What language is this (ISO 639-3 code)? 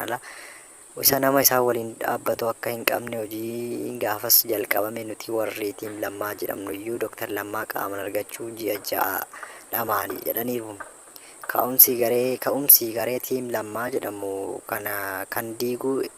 orm